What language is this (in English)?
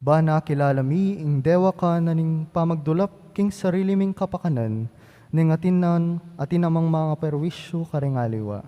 Pampanga